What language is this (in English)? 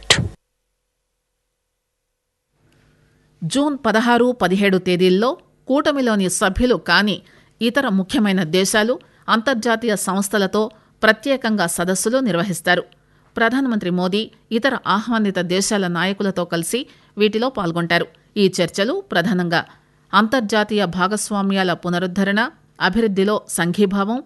Telugu